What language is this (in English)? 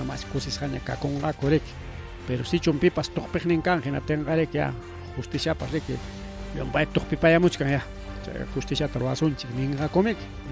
Ayacucho Quechua